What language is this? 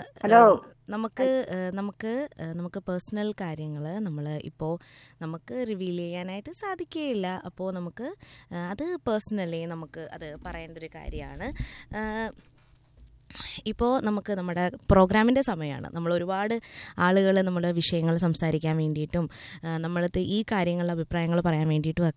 Malayalam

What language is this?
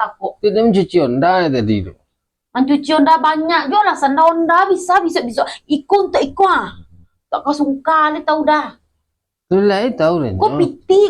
Minangkabau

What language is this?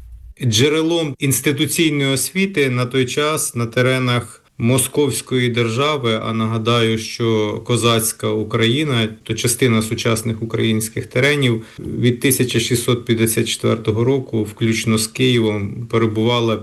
Ukrainian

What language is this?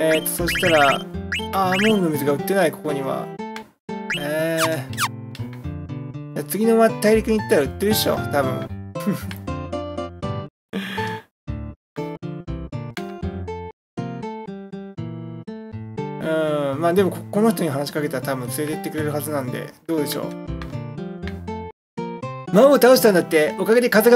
Japanese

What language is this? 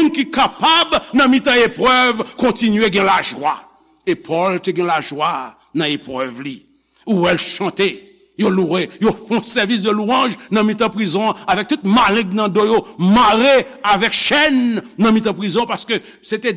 Haitian Creole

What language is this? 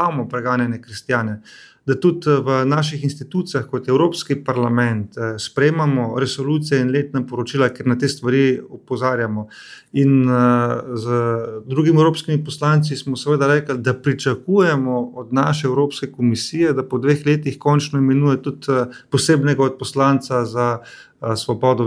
Slovenian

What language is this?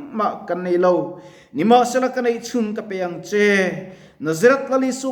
Mizo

